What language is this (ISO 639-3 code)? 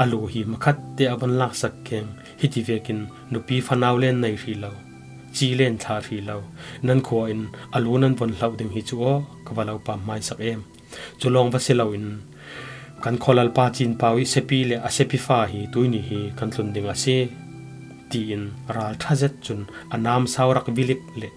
cfm